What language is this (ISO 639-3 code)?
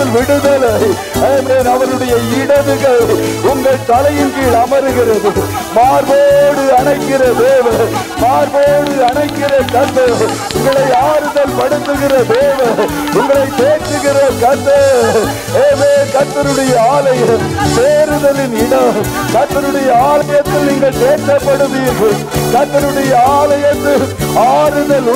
tam